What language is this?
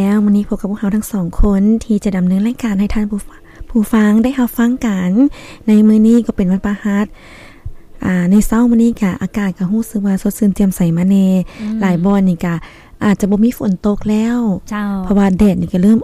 Lao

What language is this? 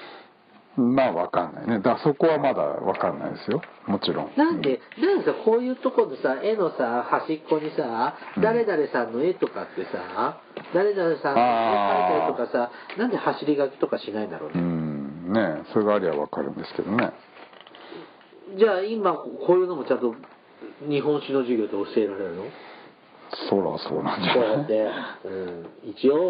Japanese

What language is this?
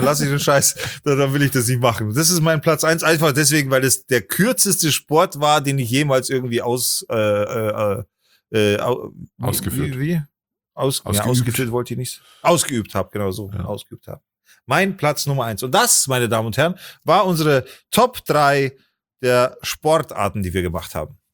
German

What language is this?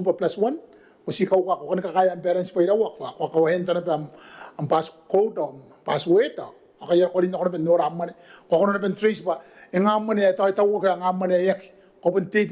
Gilbertese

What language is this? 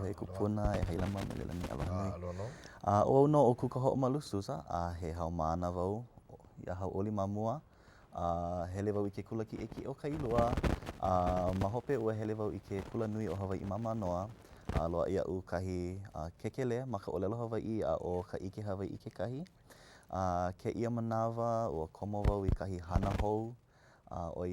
Hawaiian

